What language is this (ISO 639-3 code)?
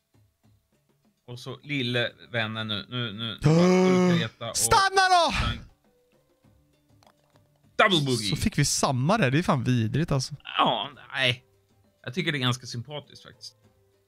swe